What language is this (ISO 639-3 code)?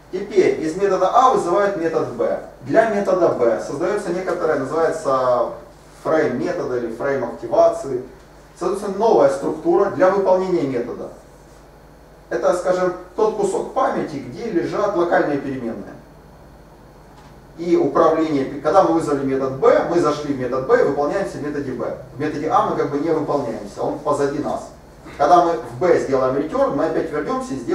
rus